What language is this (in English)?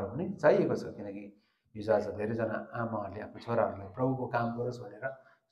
Nepali